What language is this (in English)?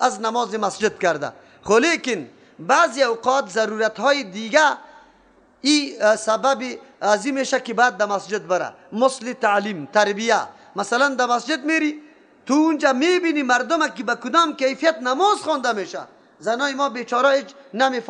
Persian